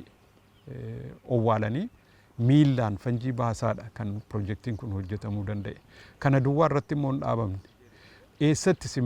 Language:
Oromo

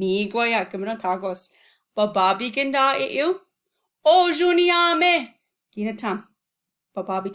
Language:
Chippewa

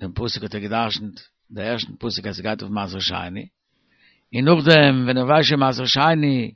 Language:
Yiddish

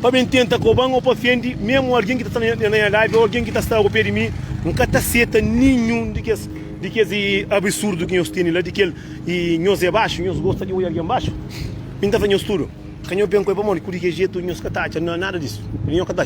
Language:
Kabuverdianu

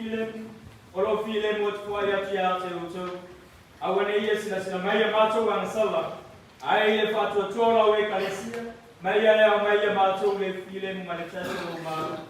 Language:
Samoan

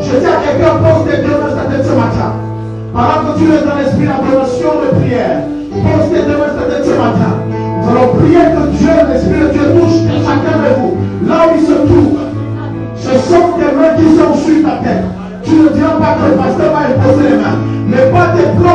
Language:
French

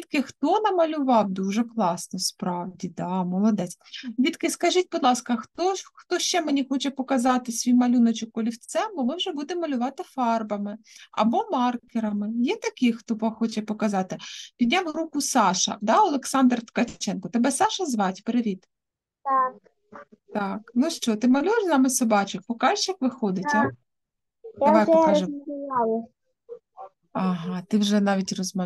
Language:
Ukrainian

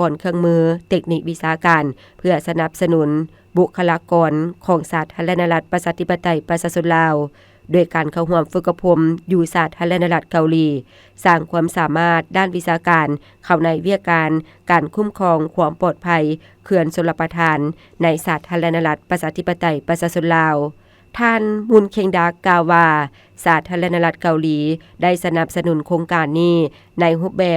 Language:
Lao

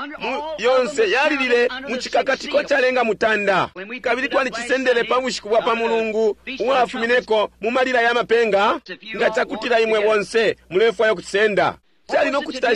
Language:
Bemba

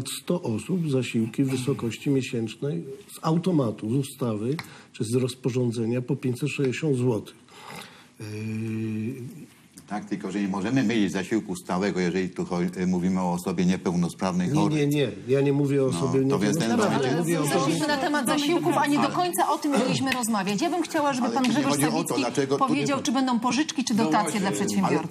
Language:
Polish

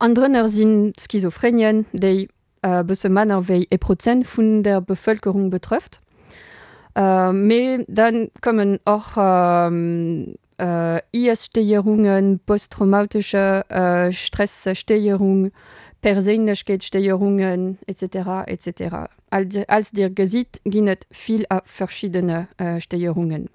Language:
Luxembourgish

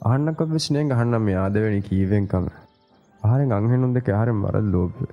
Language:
Divehi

